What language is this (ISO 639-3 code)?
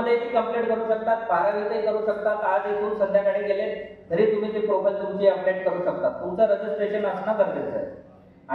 mar